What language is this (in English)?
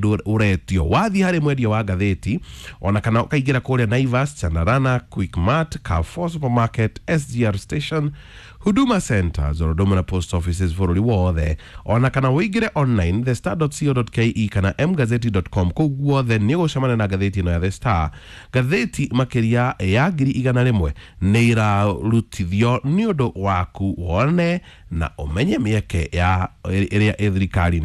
Kikuyu